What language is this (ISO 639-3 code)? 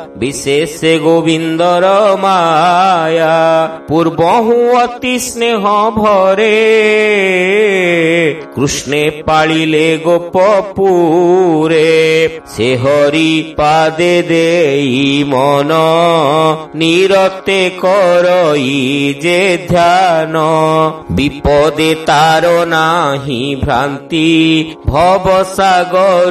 ori